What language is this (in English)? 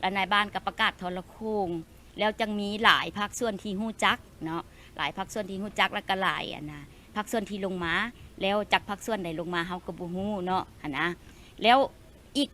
Lao